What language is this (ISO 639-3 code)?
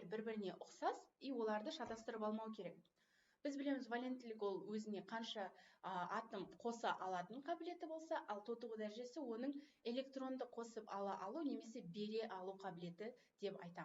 kaz